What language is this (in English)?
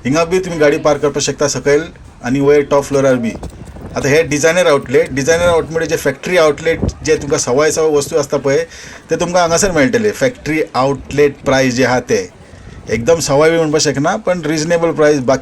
Konkani